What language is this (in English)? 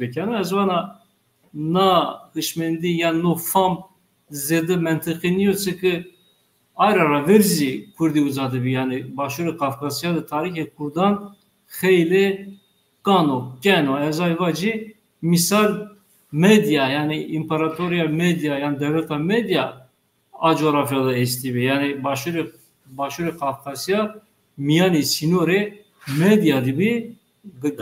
Zaza